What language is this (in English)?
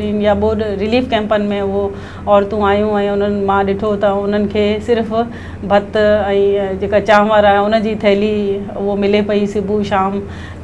Sindhi